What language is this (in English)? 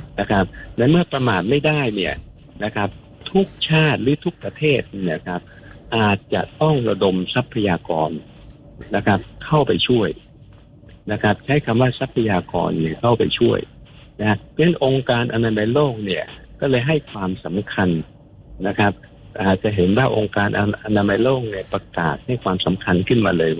Thai